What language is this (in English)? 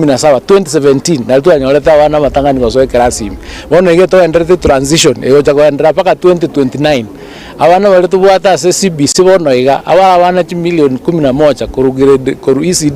Gusii